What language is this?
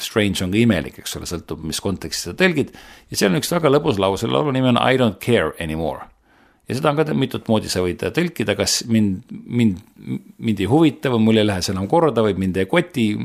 Estonian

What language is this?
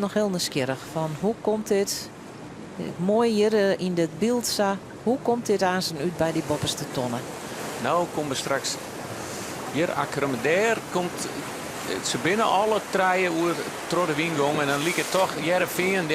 Western Frisian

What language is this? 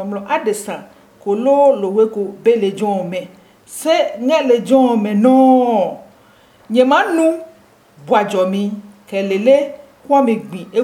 Adangme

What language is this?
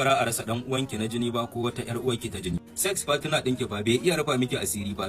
Hausa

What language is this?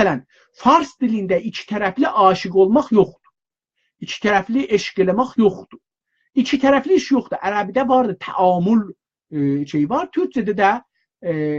South Azerbaijani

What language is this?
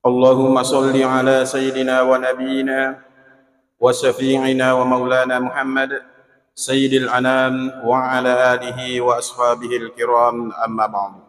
Buginese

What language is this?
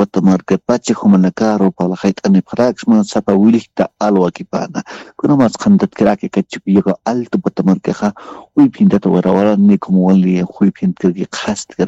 Aymara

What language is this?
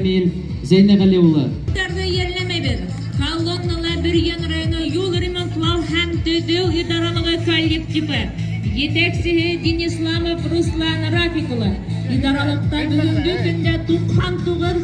Bashkir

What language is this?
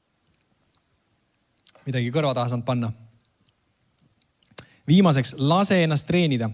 Estonian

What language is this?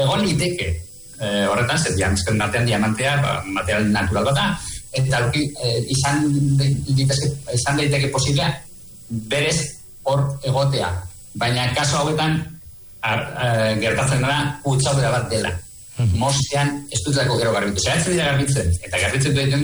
Basque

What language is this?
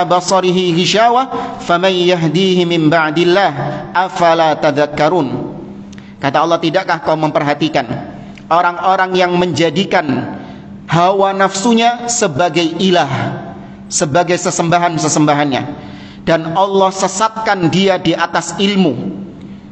Indonesian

